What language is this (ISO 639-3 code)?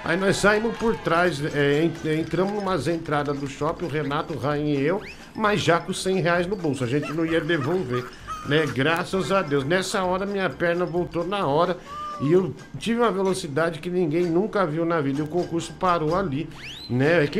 por